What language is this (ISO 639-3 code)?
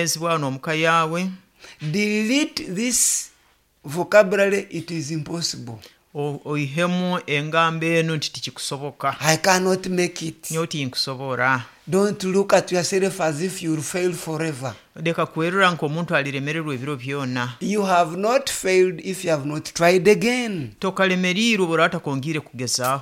nyo